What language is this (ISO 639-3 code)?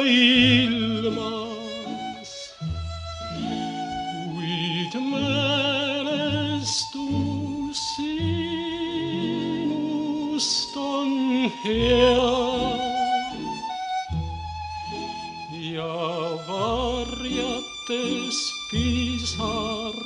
est